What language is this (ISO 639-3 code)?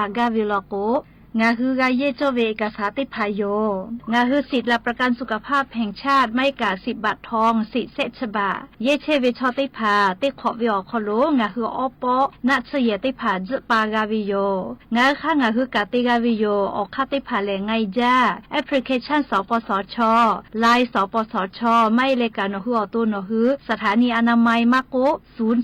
lhu